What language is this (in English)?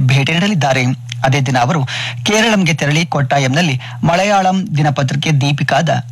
Kannada